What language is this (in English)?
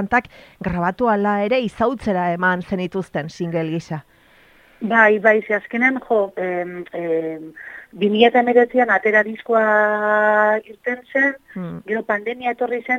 Basque